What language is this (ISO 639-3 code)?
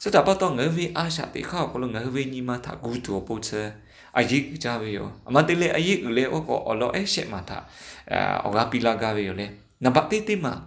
lhu